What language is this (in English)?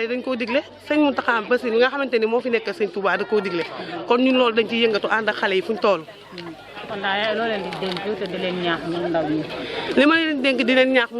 Wolof